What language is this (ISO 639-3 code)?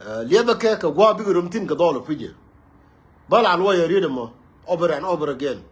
nus